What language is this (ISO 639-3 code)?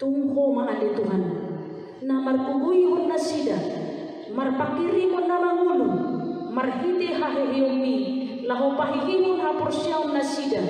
bbc